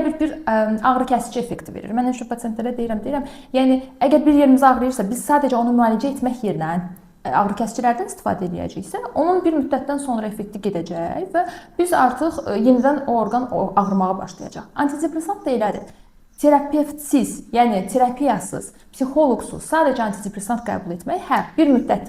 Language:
Azerbaijani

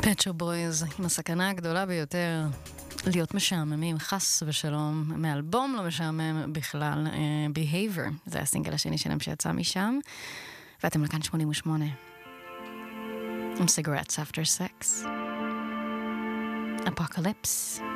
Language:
Hebrew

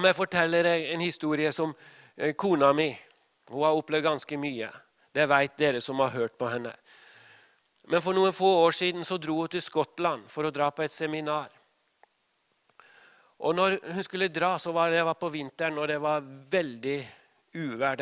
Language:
Norwegian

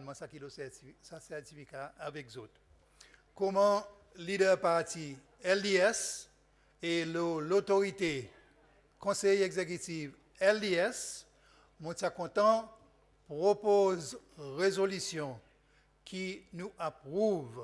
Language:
Seselwa Creole French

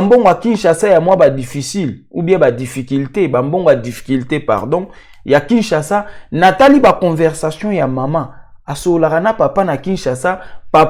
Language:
Lingala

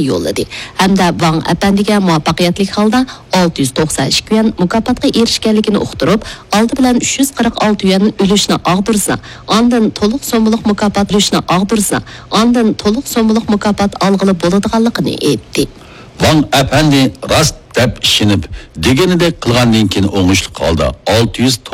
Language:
Uyghur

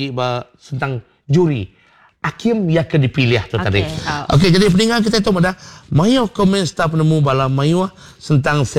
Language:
Iban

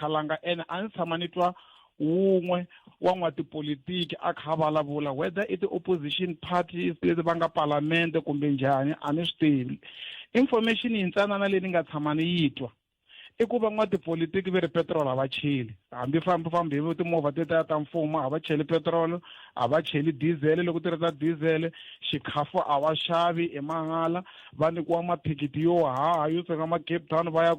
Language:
Tsonga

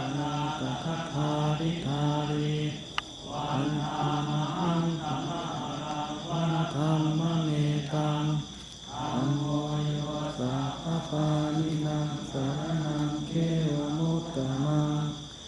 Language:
Pali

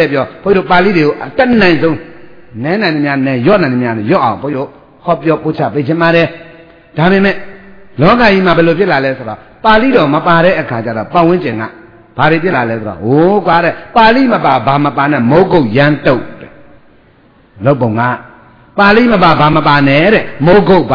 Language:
Burmese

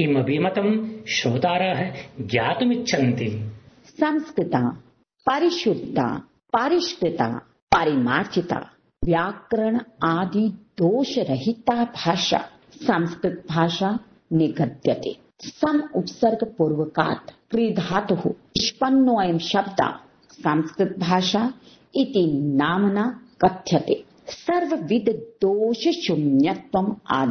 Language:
Sanskrit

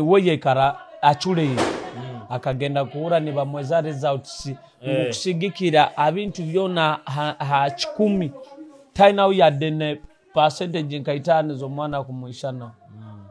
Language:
Nyoro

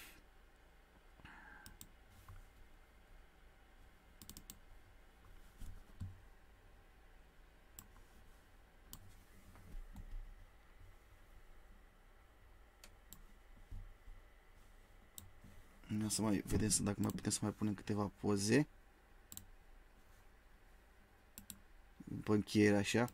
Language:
Romanian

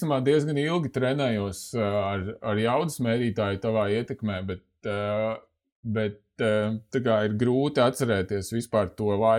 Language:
Latvian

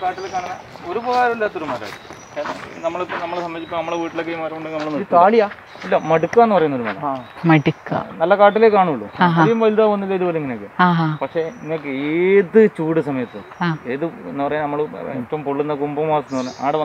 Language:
Malayalam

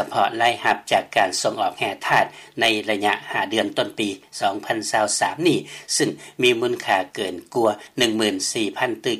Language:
Lao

